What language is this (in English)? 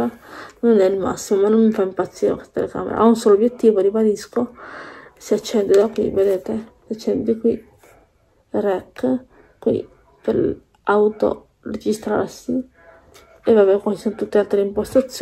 Italian